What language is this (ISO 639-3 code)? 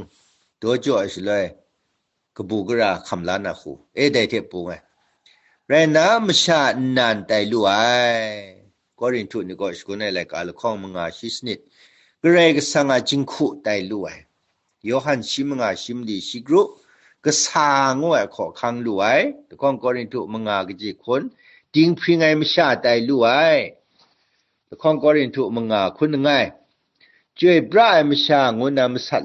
kac